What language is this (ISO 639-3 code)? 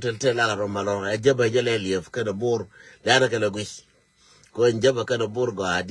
nus